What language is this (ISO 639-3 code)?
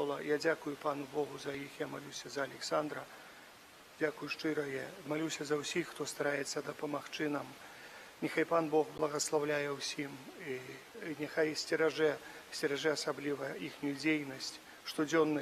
bel